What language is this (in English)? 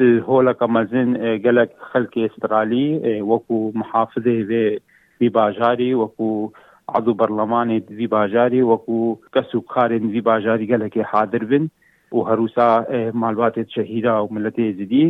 Kurdish